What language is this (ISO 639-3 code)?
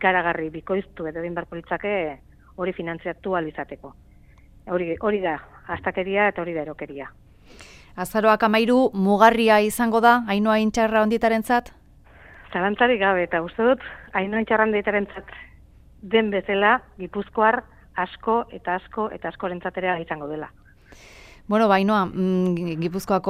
eus